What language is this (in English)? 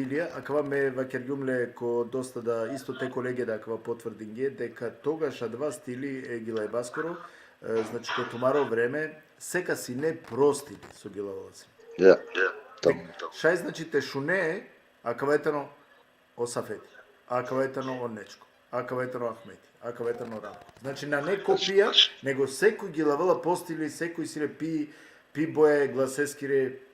Balkan Romani